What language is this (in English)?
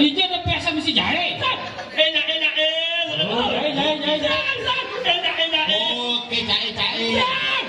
Balinese